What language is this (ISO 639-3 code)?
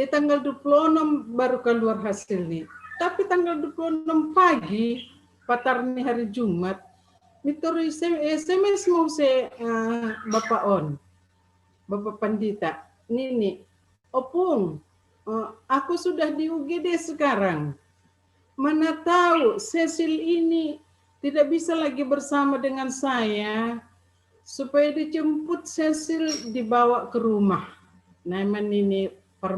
bts